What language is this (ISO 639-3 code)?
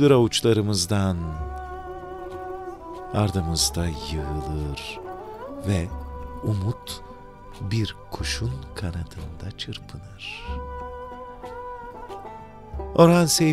tur